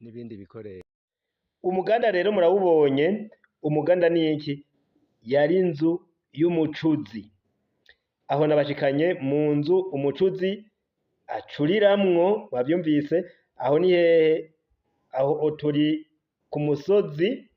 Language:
Rundi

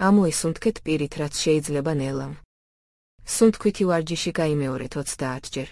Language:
Georgian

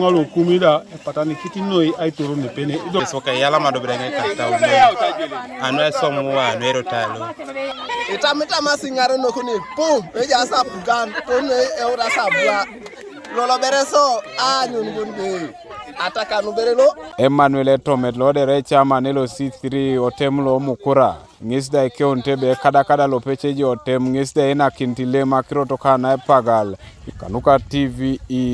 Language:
Teso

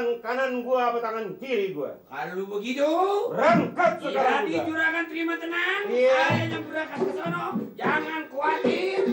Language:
Betawi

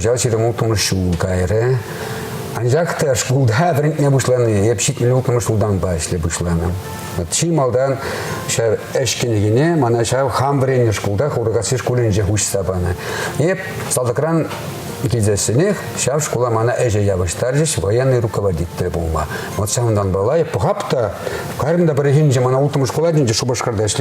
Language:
Chuvash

